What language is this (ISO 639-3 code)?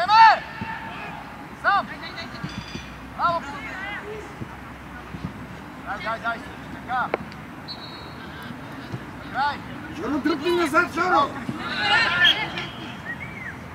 bul